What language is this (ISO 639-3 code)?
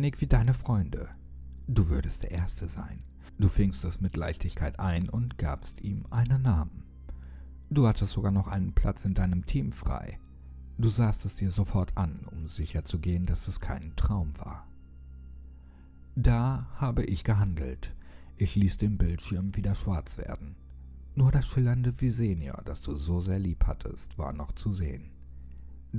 deu